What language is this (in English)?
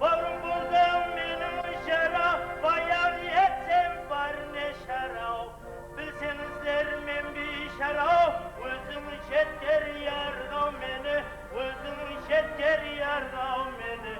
Kara-Kalpak